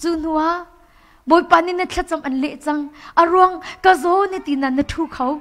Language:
Hakha Chin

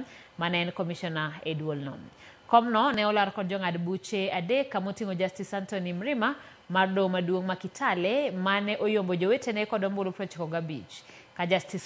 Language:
Luo (Kenya and Tanzania)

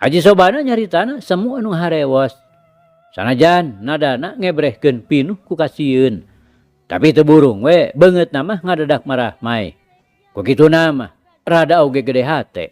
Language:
Sundanese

